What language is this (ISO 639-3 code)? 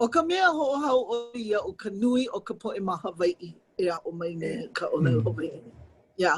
haw